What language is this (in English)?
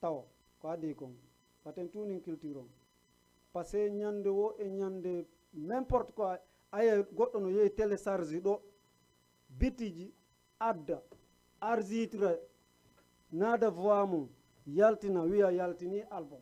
Fula